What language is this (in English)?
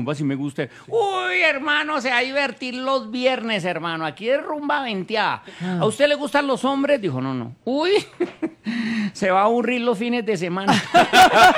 Spanish